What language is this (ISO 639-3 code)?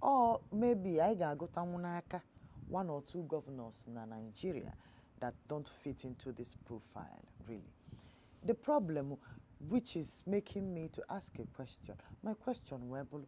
ibo